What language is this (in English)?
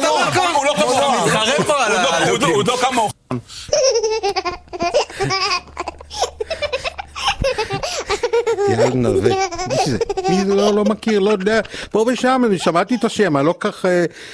Hebrew